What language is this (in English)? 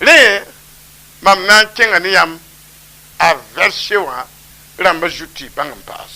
Mossi